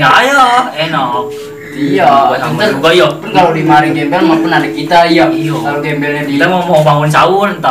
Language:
Betawi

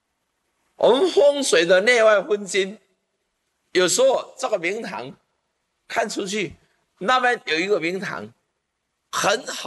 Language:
Chinese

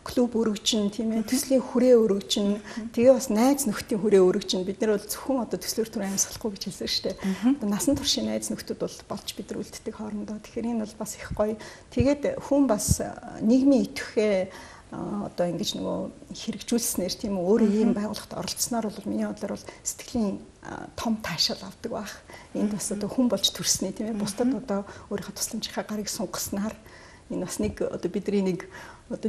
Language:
Mongolian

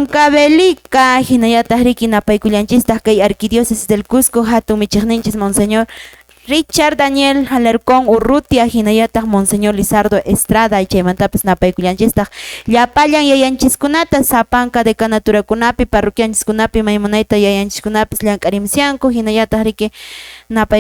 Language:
Quechua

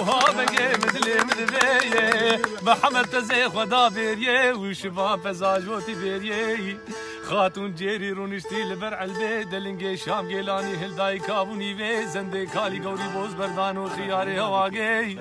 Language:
Kurdish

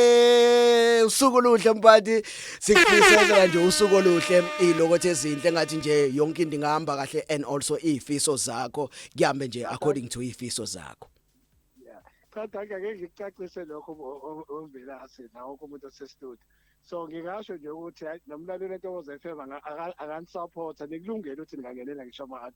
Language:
Zulu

